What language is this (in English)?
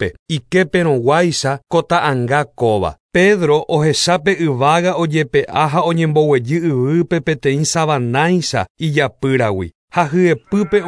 Guarani